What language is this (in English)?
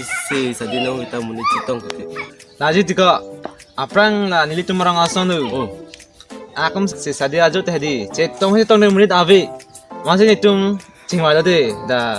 Karbi